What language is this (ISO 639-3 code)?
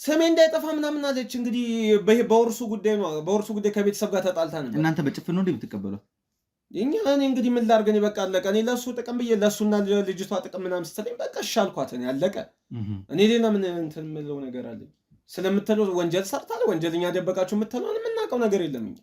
amh